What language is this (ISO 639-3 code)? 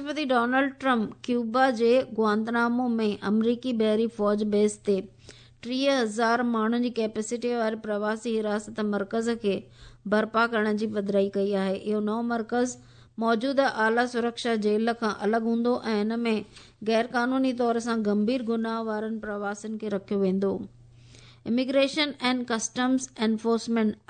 snd